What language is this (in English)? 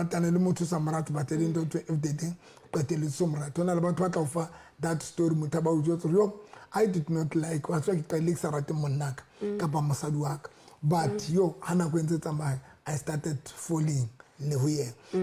Southern Sotho